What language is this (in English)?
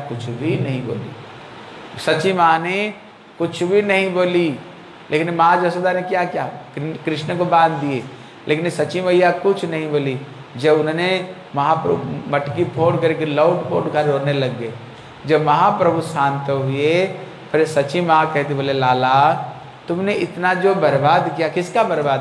Hindi